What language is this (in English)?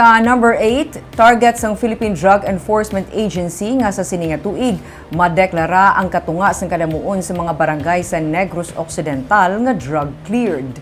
Hiligaynon